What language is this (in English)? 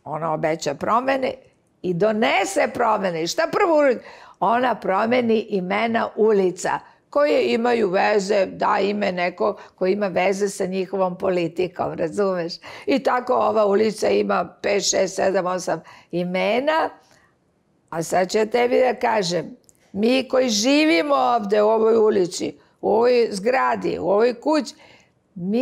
Serbian